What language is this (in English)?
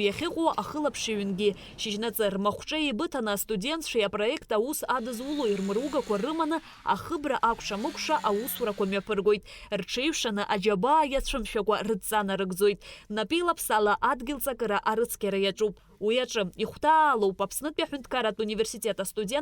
Abkhazian